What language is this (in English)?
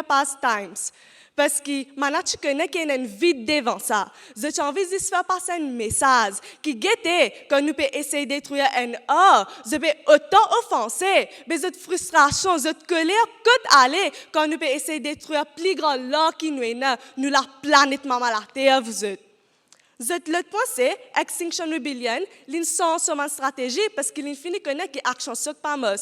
Morisyen